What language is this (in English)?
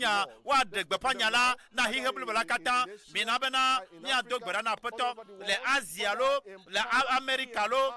Ewe